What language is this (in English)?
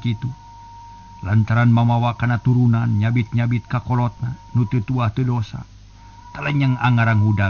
Sundanese